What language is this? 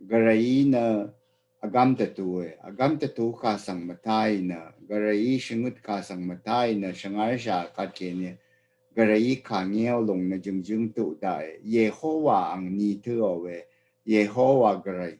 Rawang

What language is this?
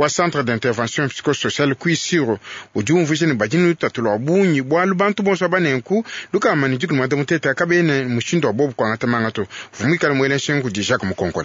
Luba-Lulua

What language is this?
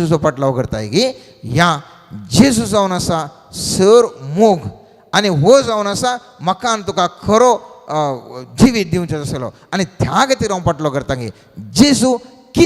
Konkani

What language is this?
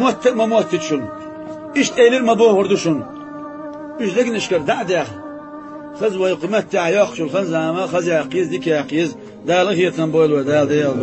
Chechen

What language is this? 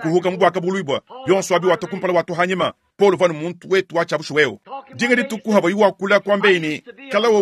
Luba-Lulua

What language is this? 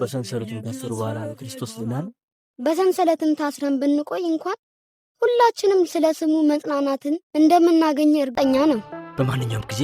Amharic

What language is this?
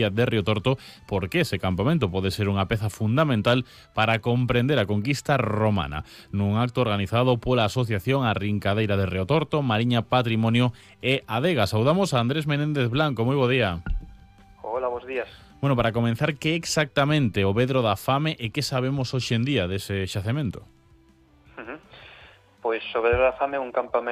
Galician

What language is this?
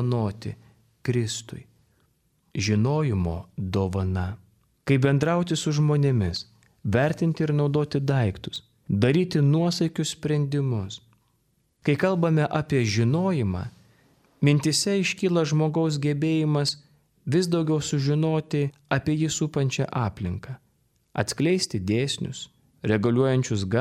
Lithuanian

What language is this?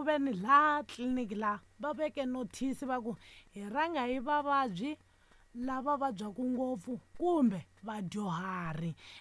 Tsonga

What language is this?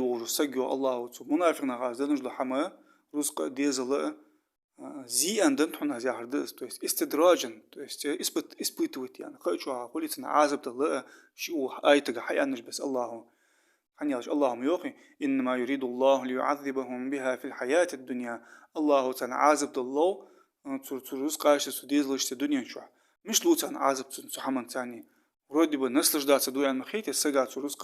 Ingush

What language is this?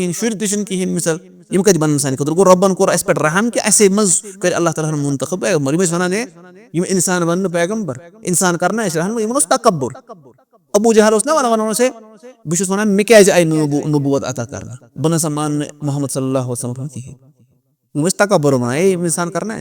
Kashmiri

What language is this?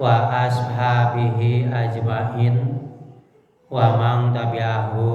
Sundanese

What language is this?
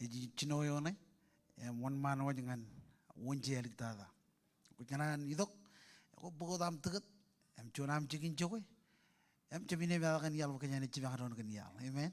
Marshallese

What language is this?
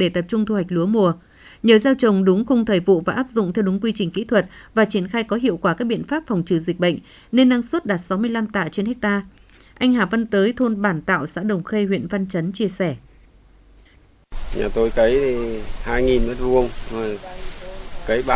Vietnamese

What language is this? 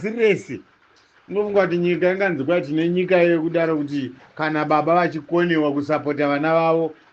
Shona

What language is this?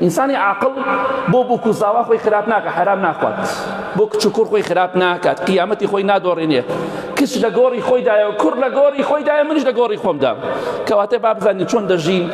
Central Kurdish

